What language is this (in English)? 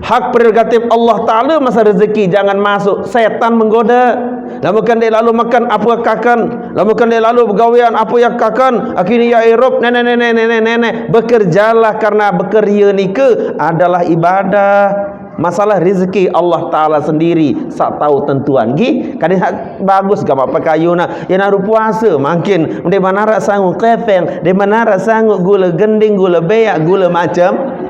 Sasak